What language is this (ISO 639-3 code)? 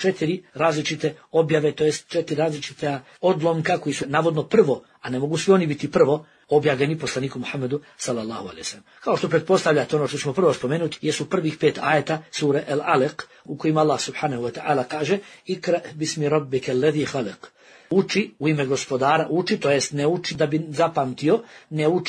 bos